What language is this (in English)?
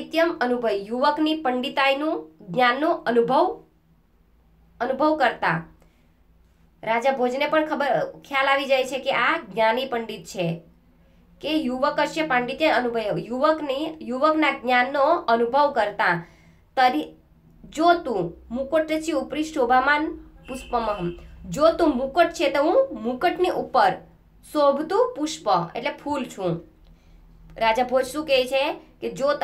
Gujarati